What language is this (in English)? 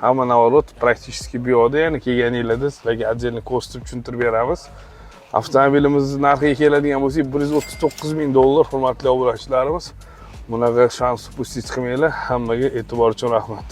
Uzbek